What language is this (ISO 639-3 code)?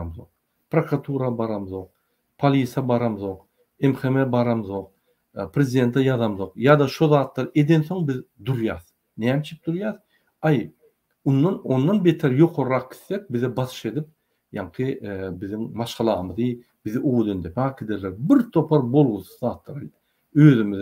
tuk